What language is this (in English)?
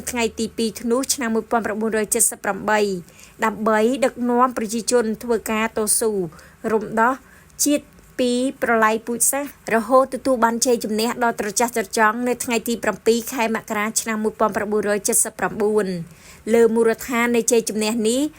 Khmer